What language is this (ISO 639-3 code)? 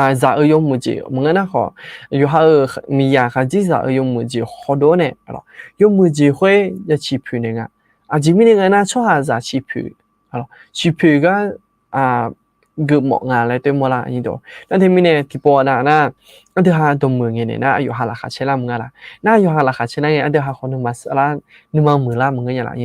ahk